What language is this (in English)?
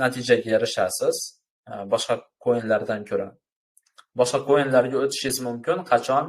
Uzbek